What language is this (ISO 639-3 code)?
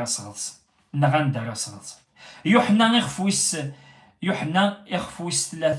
kab